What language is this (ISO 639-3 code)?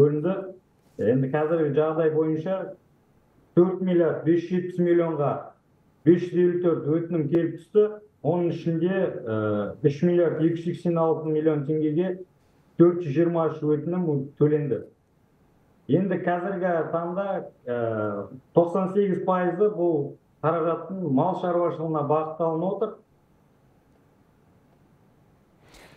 kaz